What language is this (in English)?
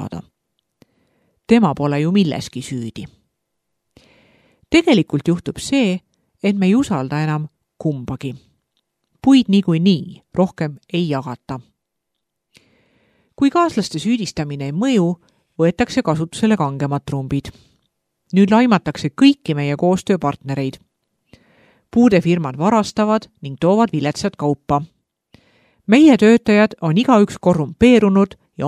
Estonian